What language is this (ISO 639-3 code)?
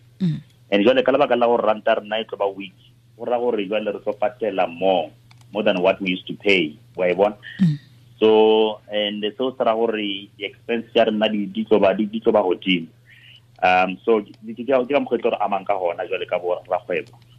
tsn